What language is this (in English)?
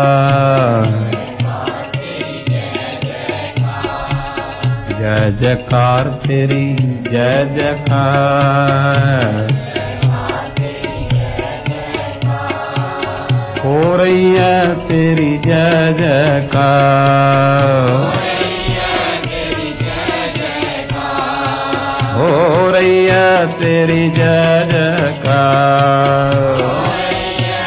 Punjabi